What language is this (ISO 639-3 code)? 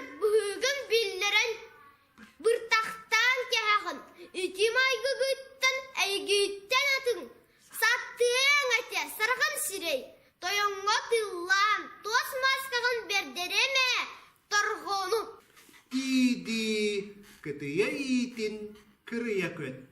sah